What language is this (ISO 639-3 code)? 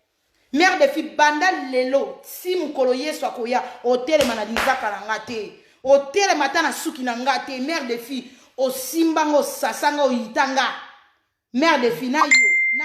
lin